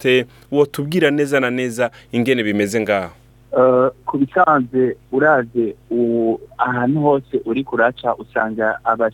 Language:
Rundi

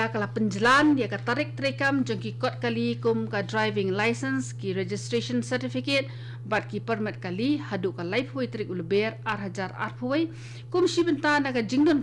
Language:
Khasi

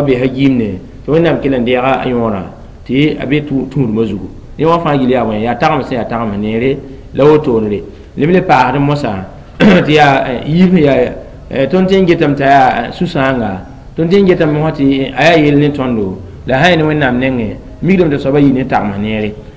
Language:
Mossi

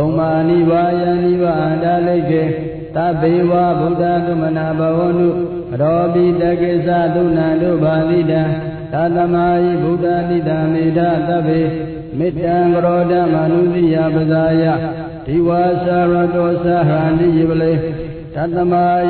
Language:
Burmese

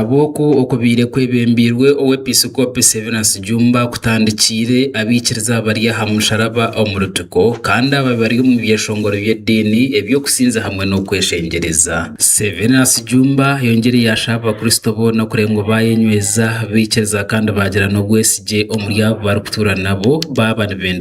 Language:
Nyankole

